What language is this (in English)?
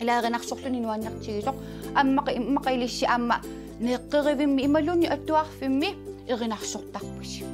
Kalaallisut